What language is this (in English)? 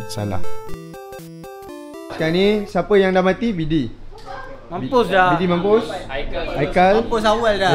Malay